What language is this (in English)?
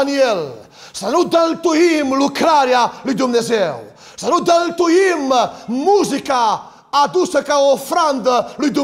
Romanian